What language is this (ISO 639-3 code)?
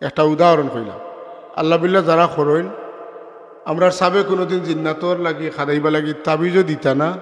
syl